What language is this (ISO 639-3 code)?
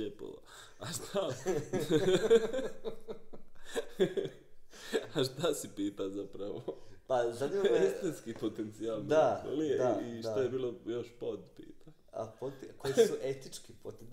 hrv